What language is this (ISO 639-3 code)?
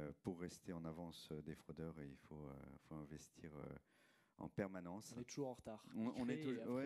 fra